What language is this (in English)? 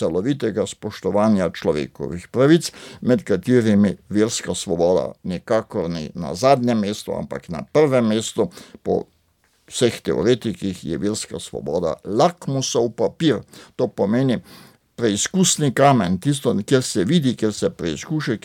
Slovenian